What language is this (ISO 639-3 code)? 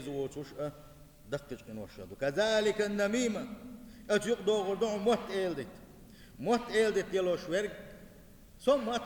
che